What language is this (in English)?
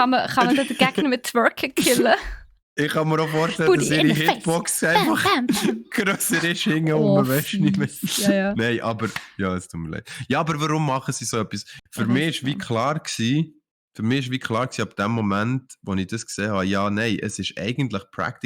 Swiss German